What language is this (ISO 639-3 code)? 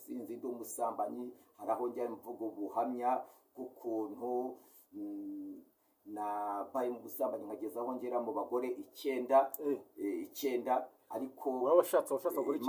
kin